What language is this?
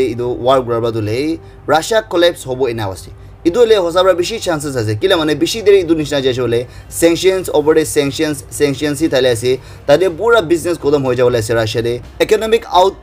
Naga Pidgin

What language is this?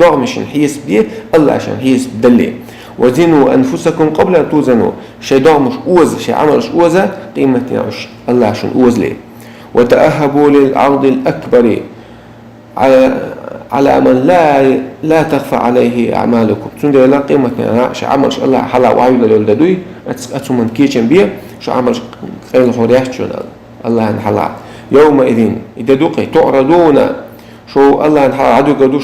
Chechen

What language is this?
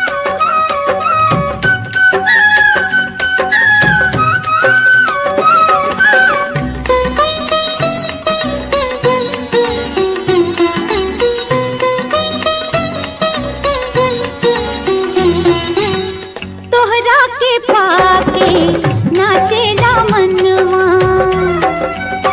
Bhojpuri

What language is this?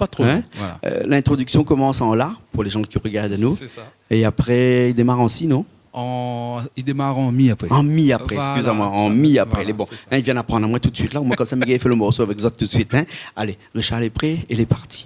Réunion Creole French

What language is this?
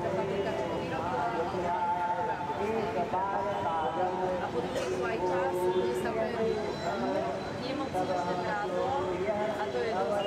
Slovak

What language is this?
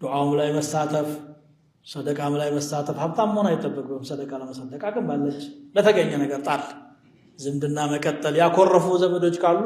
Amharic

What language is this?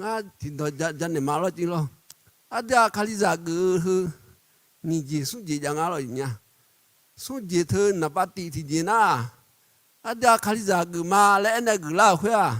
Akha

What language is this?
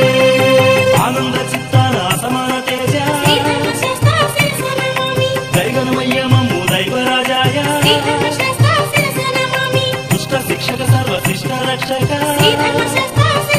Telugu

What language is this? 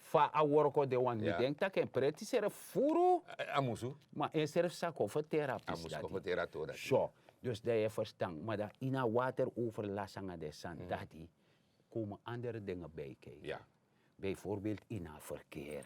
Sranan Tongo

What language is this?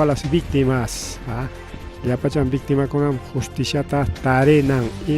Ayacucho Quechua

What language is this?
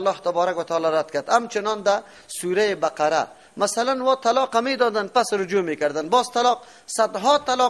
Persian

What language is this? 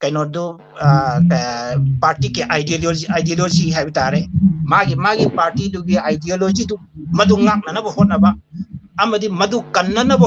Manipuri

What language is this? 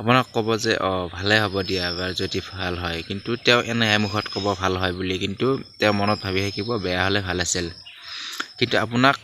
Assamese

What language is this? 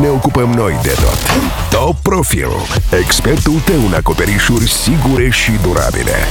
Romanian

